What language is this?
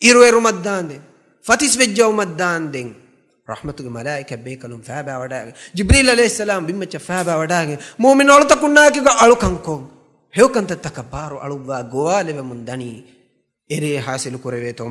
Divehi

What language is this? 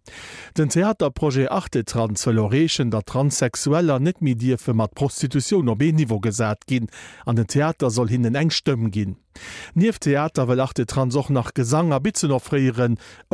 Luxembourgish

